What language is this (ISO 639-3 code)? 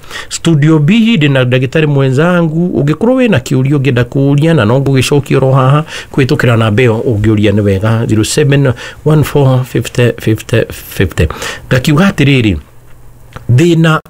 kik